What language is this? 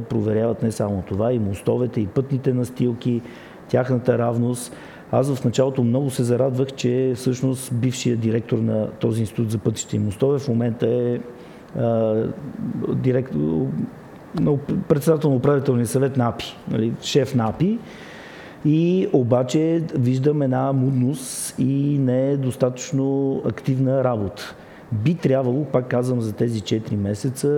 Bulgarian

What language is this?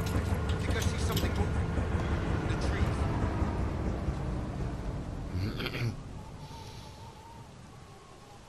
English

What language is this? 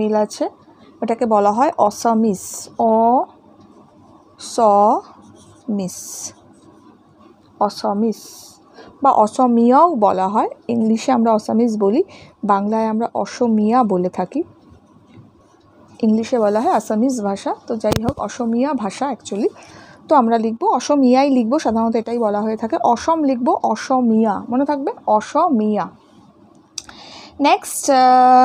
Bangla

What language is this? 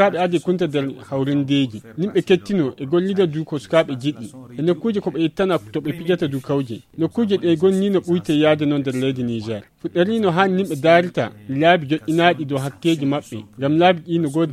Fula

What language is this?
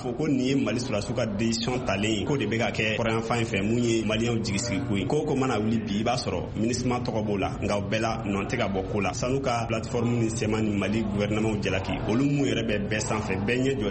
Bambara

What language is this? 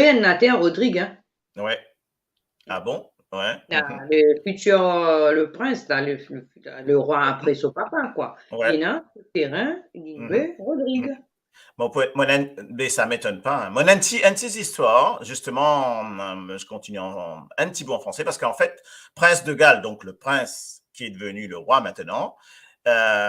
Morisyen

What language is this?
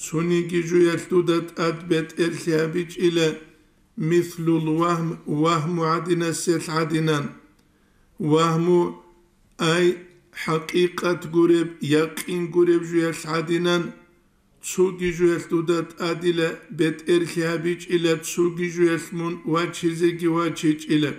Avaric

